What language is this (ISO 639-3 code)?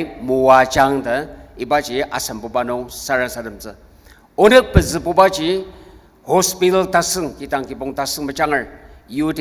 njo